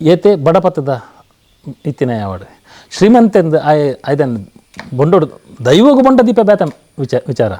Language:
Tulu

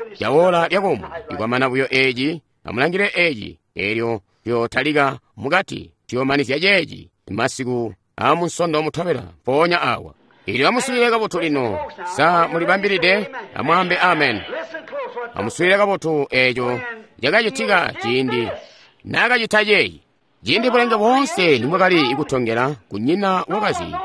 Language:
Tonga (Zambia)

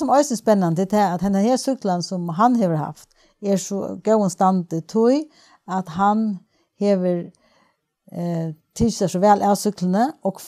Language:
Faroese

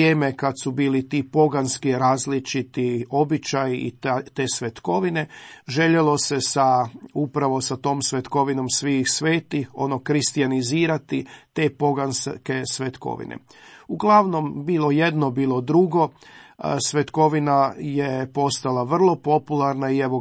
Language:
Croatian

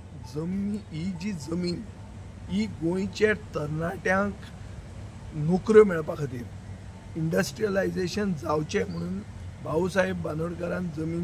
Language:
Konkani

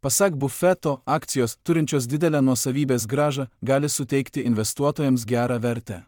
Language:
Lithuanian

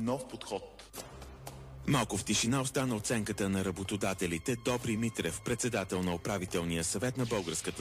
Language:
Bulgarian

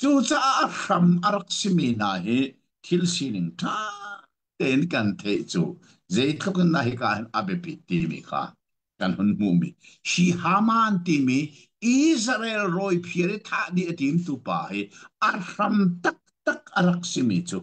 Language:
Hakha Chin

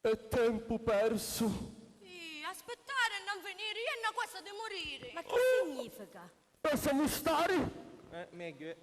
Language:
Sicilian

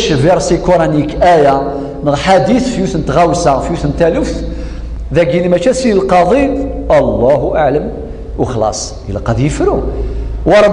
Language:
Kabyle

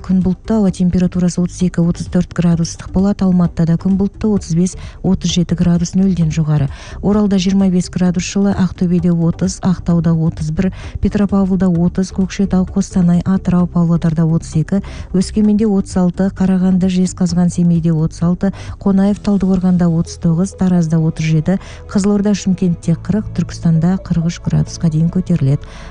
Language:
Kazakh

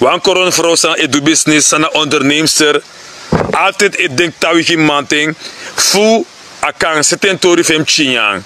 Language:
Sranan Tongo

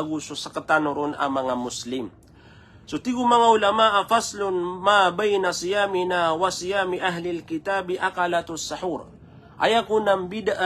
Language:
Maranao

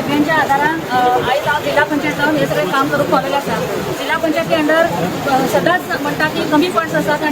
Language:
Konkani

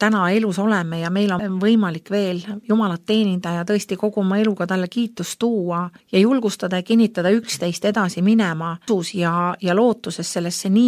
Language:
Estonian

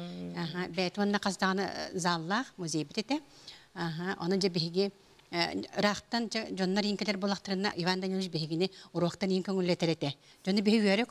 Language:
Yakut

